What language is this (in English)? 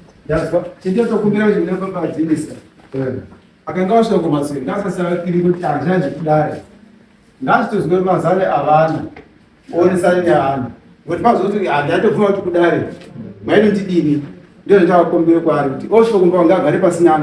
Shona